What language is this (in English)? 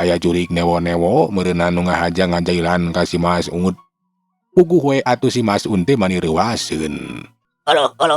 Sundanese